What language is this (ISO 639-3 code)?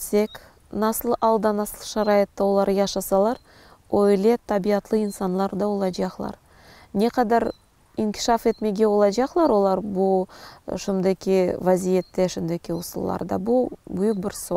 crh